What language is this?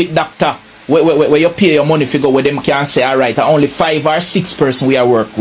Jamaican Creole English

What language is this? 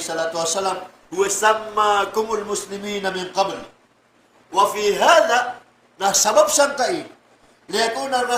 Maranao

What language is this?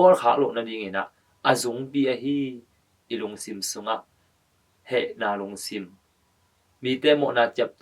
Tedim Chin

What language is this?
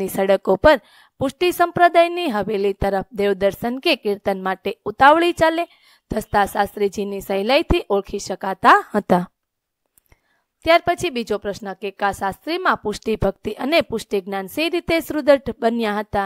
Gujarati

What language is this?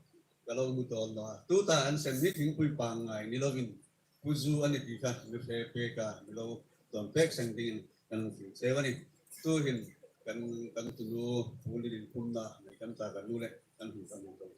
Hmar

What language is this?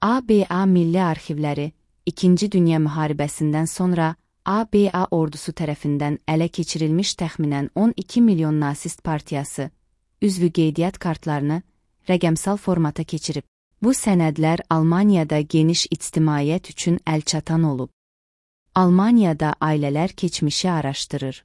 Azerbaijani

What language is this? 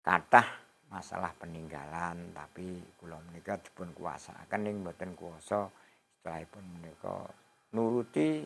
Javanese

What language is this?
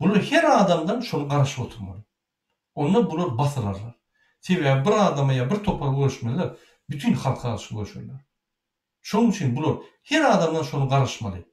Turkmen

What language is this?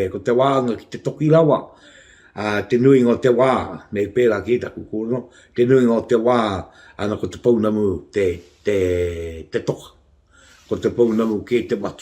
Māori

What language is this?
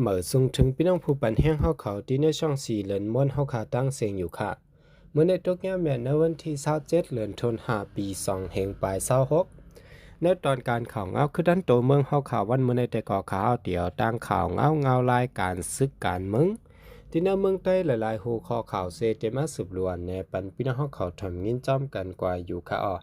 Shan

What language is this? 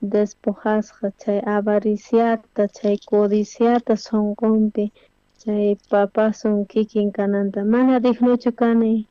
South Bolivian Quechua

